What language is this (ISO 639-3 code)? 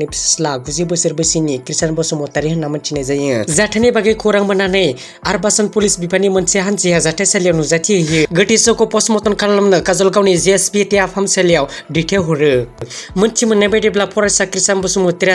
brx